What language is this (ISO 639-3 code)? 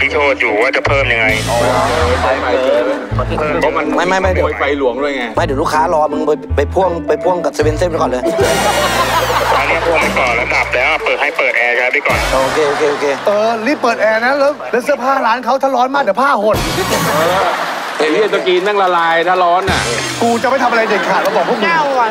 tha